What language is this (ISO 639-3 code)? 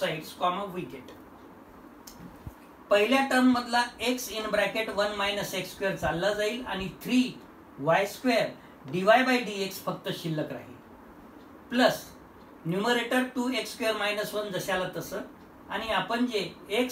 mar